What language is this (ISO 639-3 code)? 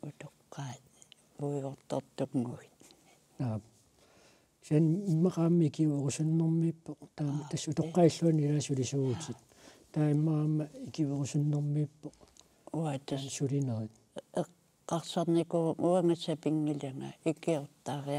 kal